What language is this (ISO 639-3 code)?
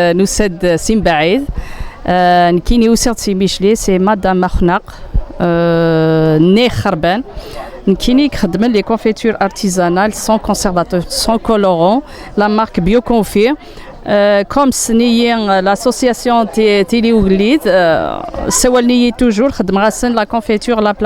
kab